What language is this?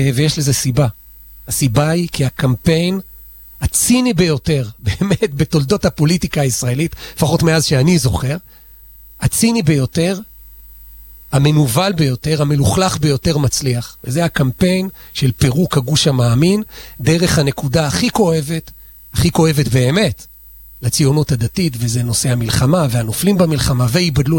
Hebrew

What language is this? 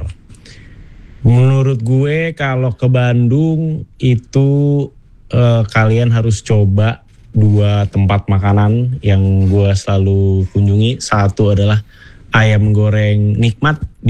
Indonesian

